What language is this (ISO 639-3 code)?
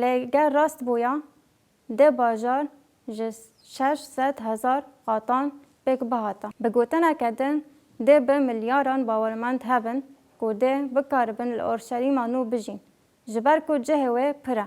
kur